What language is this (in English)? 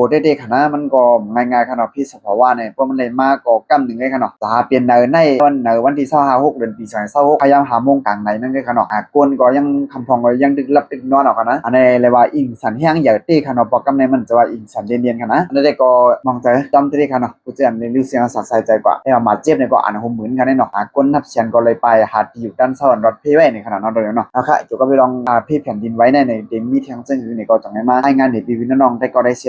Shan